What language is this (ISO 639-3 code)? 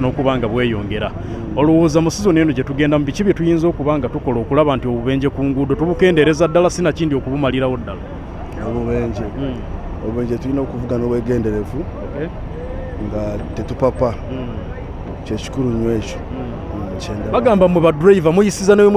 lug